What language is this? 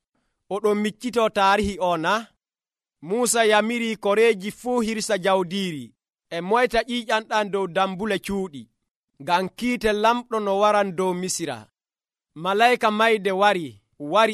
Nigerian Fulfulde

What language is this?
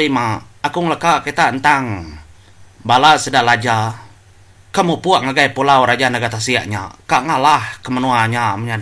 Iban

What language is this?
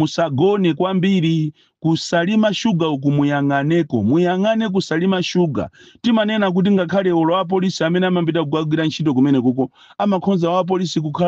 Nyanja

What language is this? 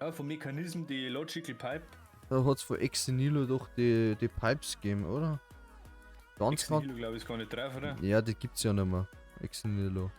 Bavarian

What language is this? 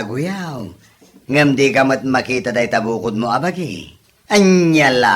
Iloko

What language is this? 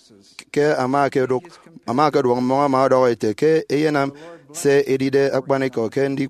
Efik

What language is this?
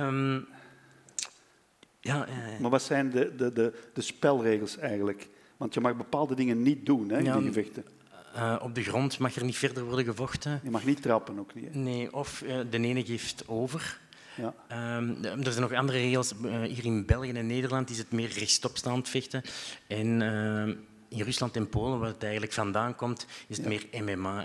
Dutch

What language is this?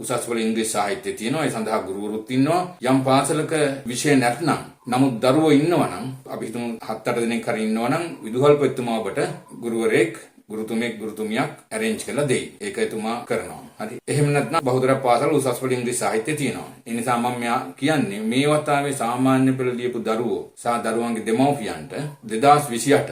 Sinhala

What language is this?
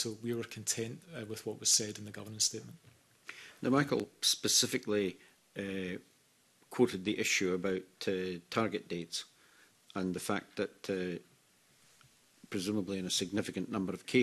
English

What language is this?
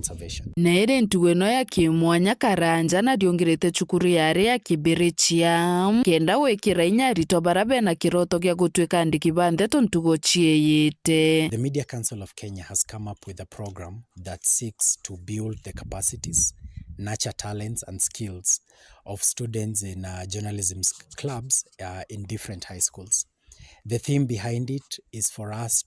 Meru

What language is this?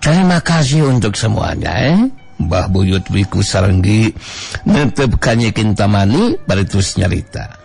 Sundanese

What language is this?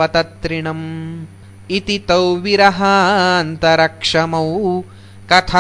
Sanskrit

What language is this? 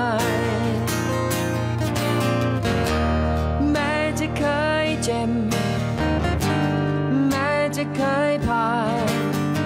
Thai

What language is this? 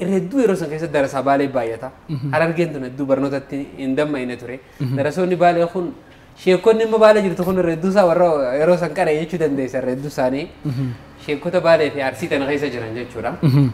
Oromo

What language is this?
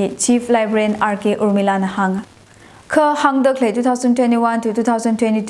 Tangkhul Naga (India)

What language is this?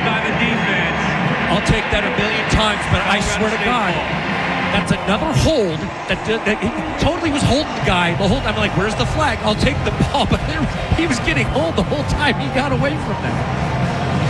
English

